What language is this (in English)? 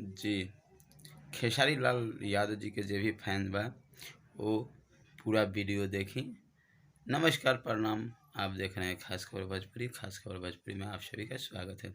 Bhojpuri